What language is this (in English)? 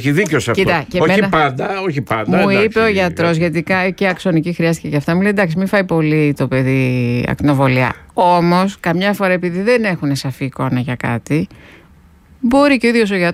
Greek